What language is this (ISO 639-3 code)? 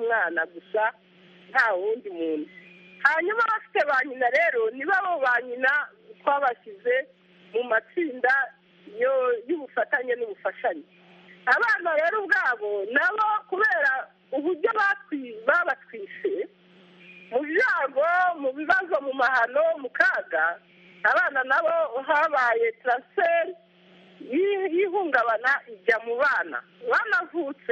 kin